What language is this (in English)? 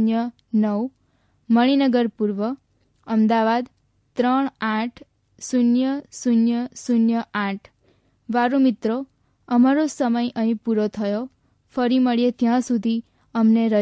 Gujarati